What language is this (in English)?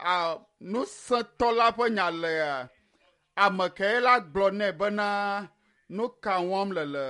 Ewe